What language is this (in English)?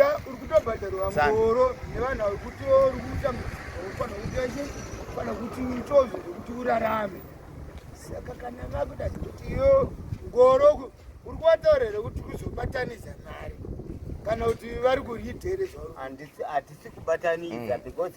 Shona